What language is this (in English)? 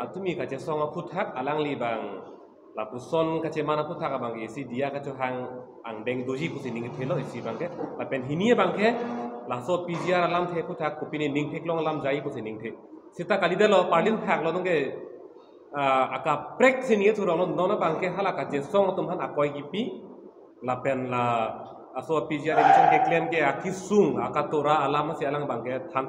Karbi